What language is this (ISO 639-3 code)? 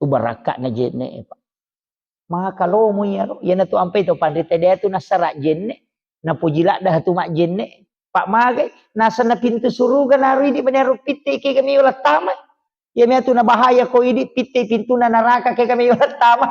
bug